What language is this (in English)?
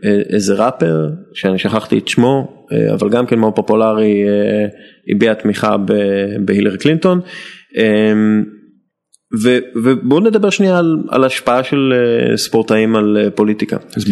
Hebrew